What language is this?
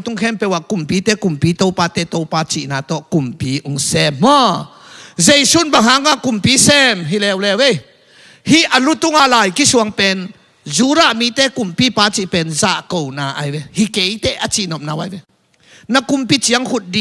Tedim Chin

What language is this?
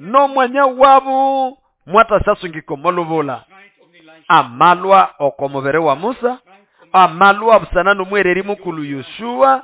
Nande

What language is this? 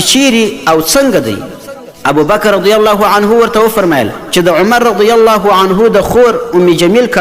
Pashto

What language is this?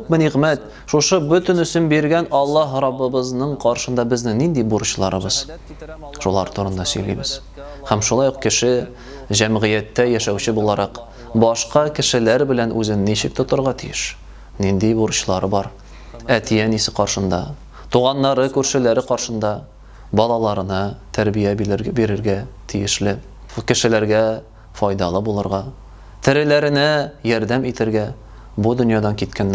Tatar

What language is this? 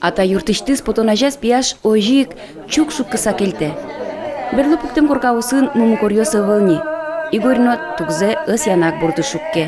Udmurt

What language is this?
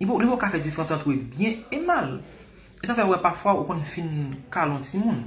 Haitian Creole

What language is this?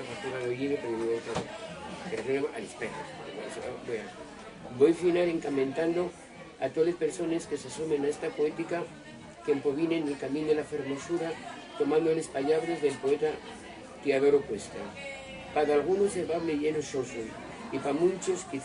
Asturian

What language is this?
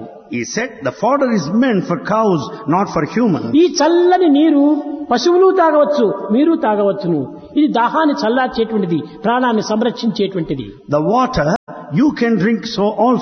Telugu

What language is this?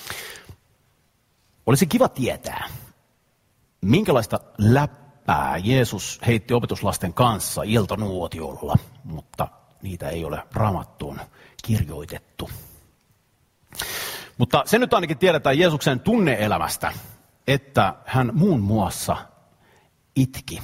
Finnish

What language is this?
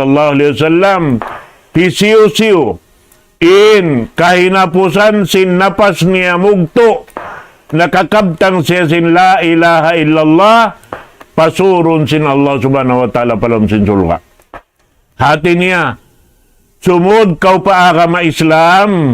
Tausug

